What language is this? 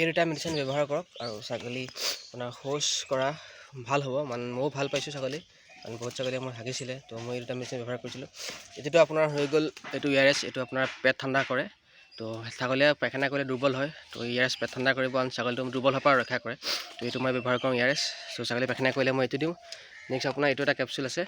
Assamese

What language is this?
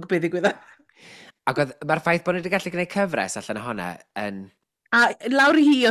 Welsh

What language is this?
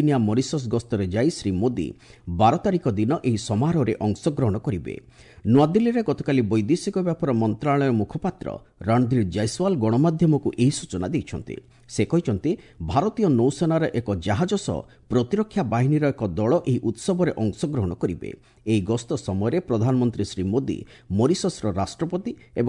Odia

